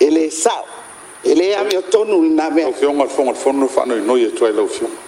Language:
Samoan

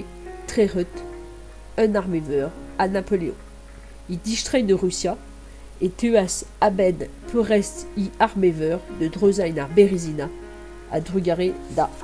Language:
Breton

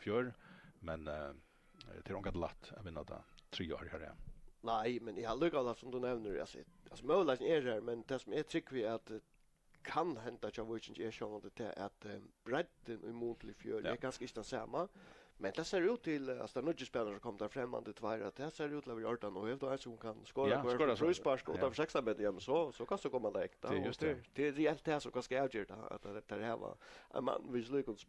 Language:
Faroese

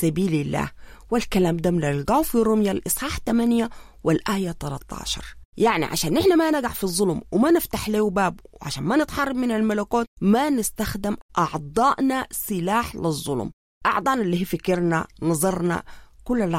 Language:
Sudanese Arabic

